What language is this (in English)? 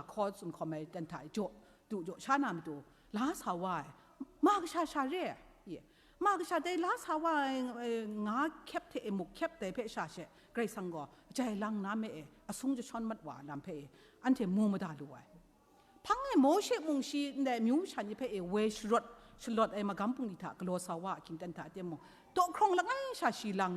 Kachin